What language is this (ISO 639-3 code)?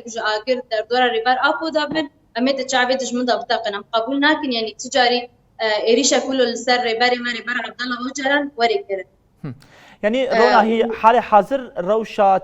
kur